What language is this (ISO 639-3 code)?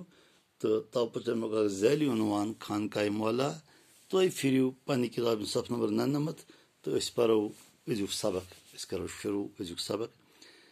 kas